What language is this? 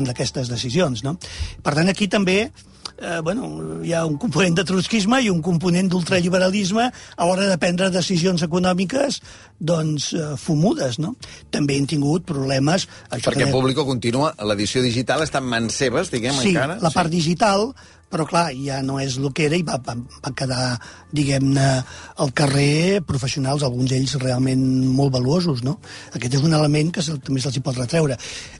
Catalan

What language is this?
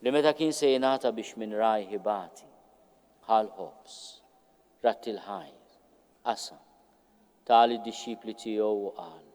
Maltese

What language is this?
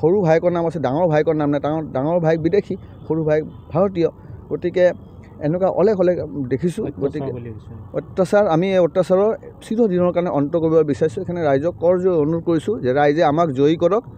Assamese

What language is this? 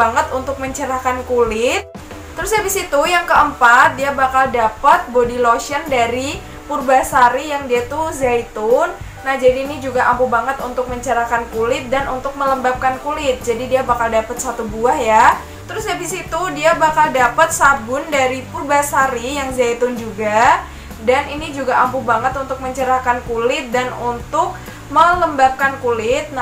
Indonesian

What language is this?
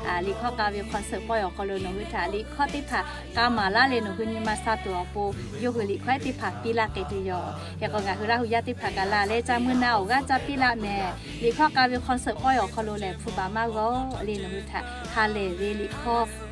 Lahu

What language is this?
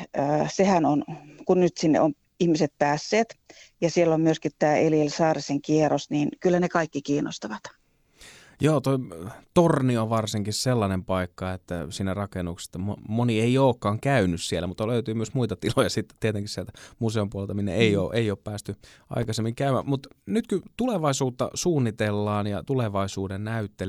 Finnish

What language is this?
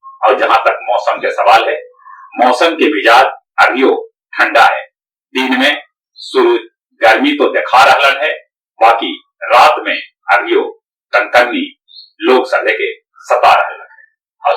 Magahi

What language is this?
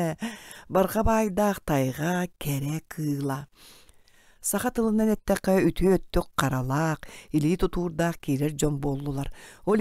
Yakut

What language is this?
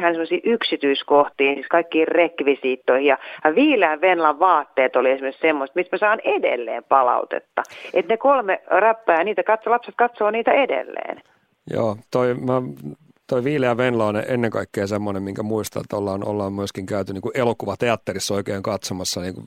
Finnish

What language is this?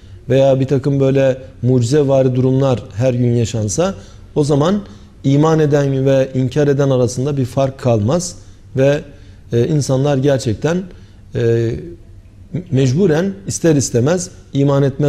Turkish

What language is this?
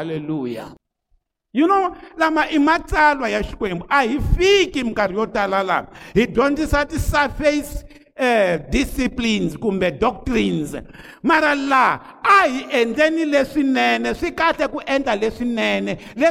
Tsonga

